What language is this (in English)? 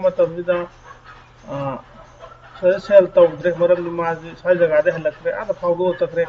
Manipuri